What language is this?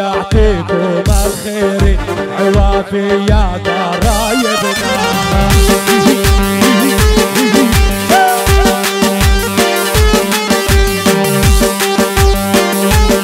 South Levantine Arabic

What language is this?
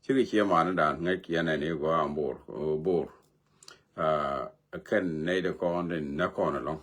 Nuer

